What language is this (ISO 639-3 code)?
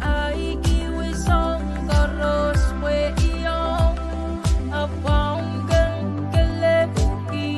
pon